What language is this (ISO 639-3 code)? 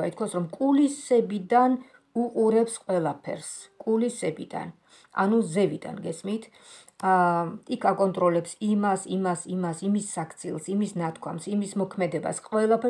kat